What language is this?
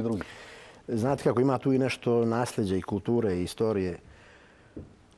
Bosnian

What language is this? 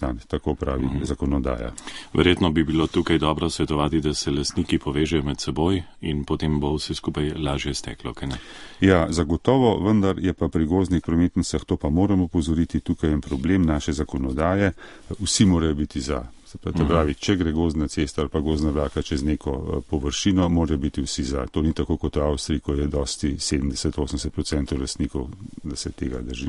Slovenian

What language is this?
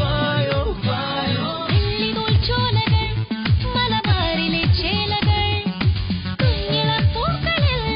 Malayalam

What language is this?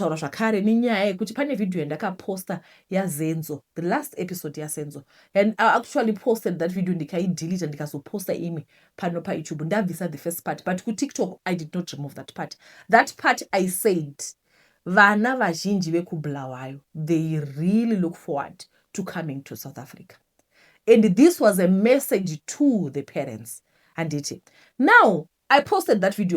Shona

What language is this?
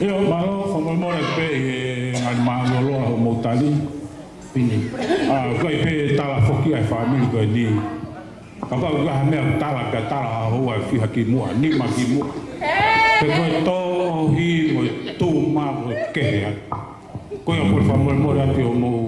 Tongan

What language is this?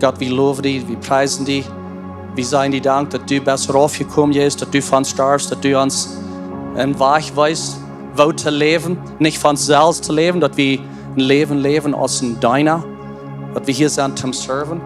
Plautdietsch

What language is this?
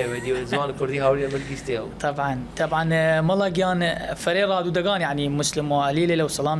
Southern Kurdish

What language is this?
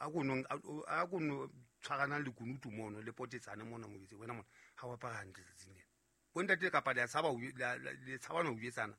Southern Sotho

